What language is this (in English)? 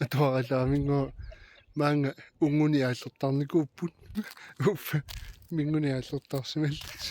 Kalaallisut